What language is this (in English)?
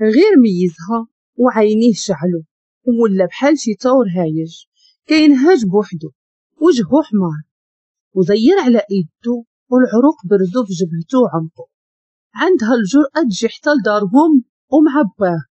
Moroccan Arabic